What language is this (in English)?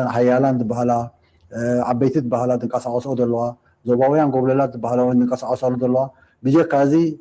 Tigrinya